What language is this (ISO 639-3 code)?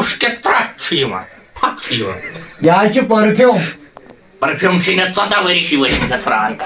kas